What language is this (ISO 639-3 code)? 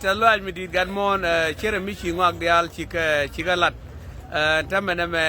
nus